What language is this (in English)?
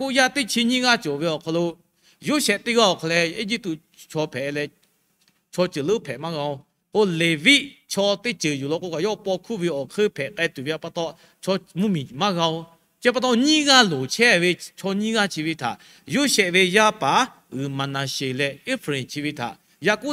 Lahu